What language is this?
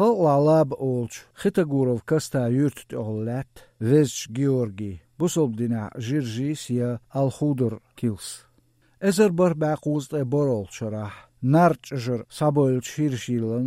Azerbaijani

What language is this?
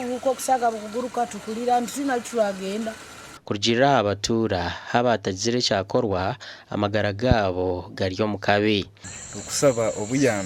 Nyankole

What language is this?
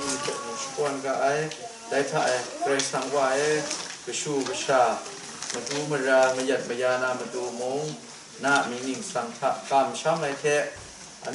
Kachin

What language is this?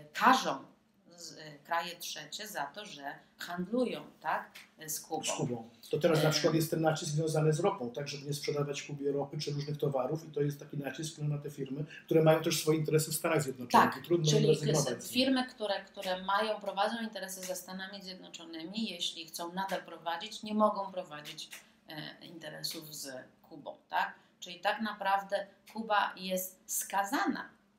Polish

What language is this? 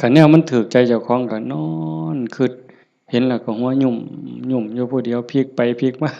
Northeastern Thai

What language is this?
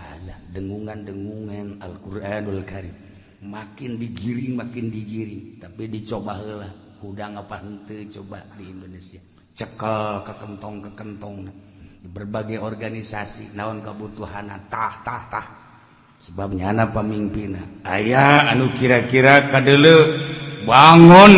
Sundanese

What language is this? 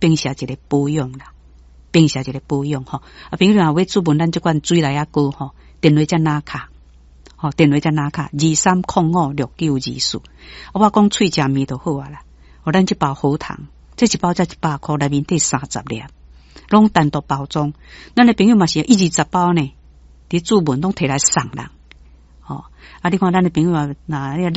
Min Nan Chinese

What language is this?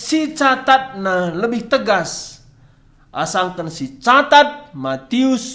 Batak Karo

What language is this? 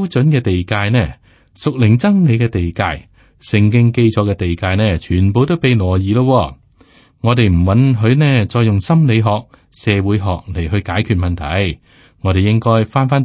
Cantonese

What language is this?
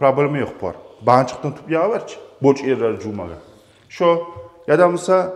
Kumyk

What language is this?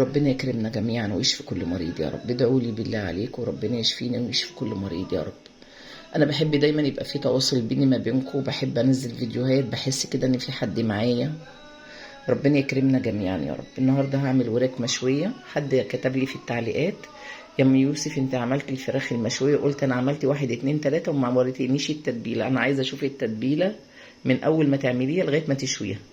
Egyptian Arabic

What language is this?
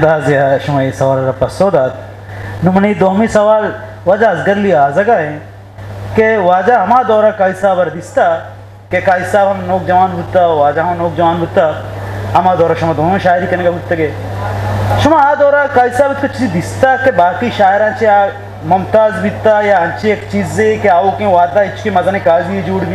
Eastern Balochi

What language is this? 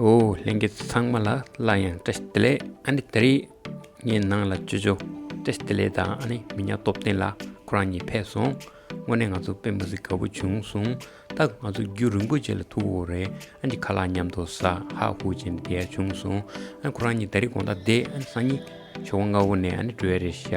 Tibetan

